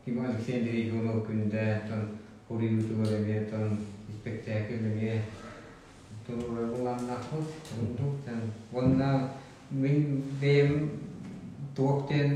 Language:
Yakut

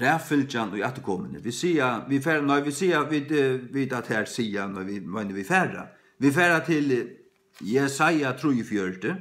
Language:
Faroese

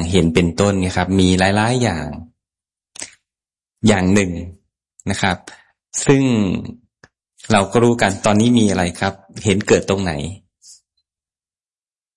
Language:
Thai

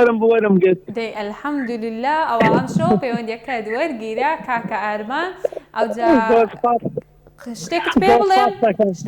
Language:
Central Kurdish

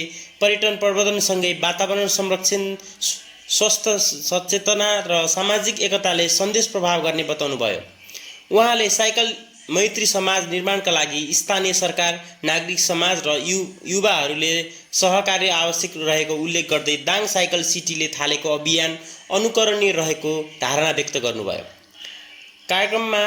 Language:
Nepali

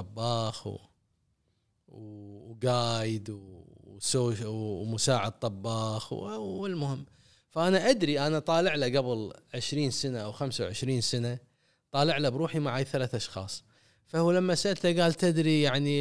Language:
Gulf Arabic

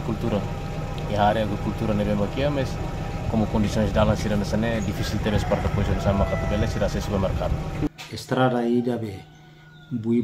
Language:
Tetum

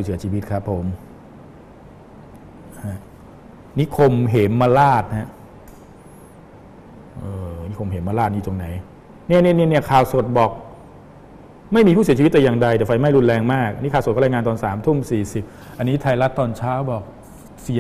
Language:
Thai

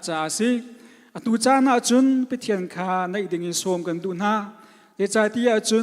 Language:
Hakha Chin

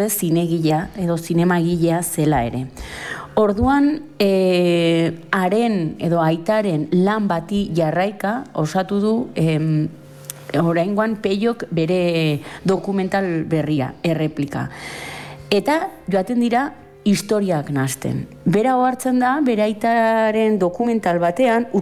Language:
Basque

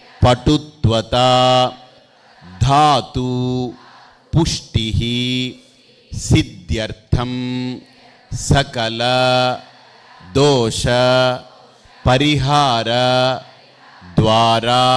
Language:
Telugu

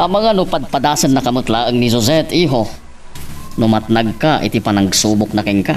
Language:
Iloko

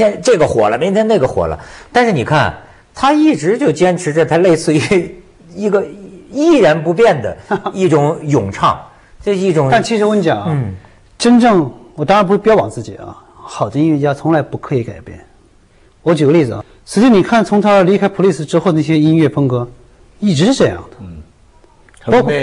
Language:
Chinese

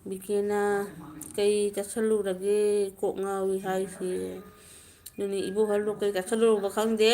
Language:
Manipuri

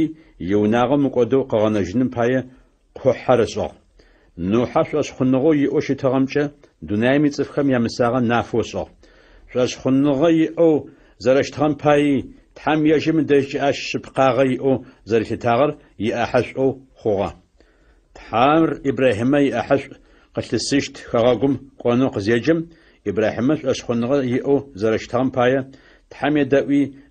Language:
Adyghe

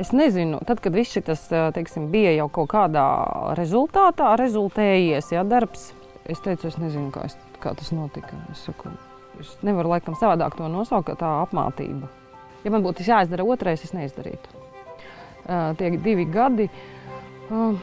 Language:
Latvian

